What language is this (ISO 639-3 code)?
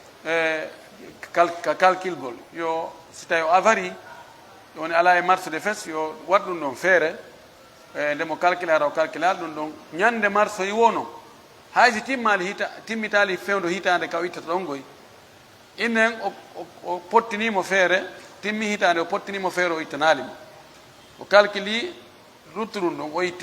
fuf